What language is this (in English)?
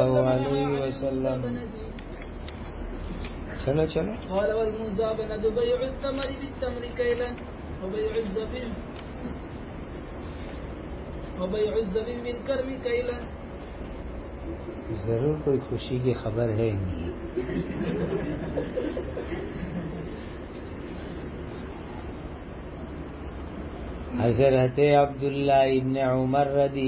Urdu